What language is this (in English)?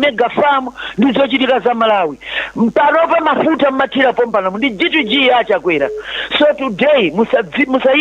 Nyanja